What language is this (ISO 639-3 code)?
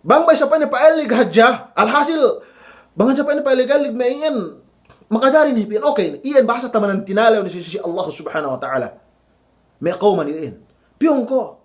yka